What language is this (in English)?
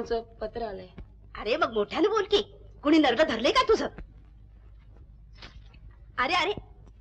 Marathi